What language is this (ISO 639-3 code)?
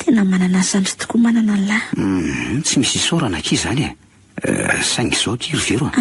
mlg